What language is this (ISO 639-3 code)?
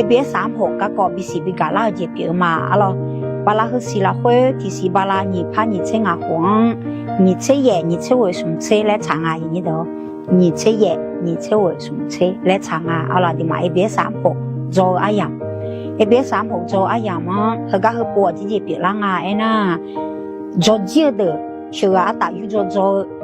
ahk